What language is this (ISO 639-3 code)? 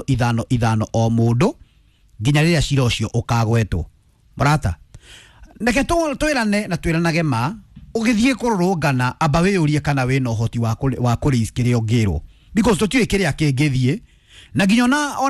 kik